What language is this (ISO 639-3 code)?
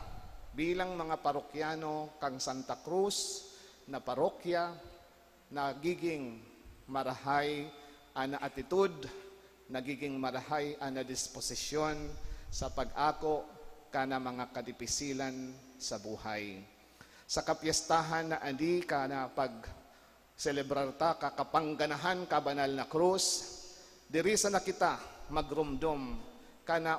bik